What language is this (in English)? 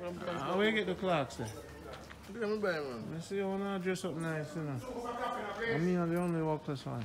Jamaican Creole English